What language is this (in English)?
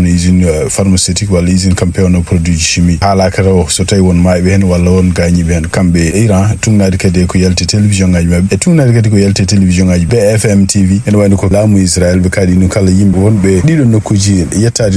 Fula